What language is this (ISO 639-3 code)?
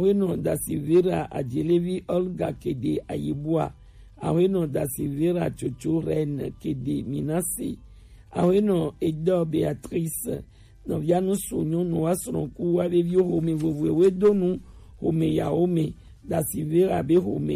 gej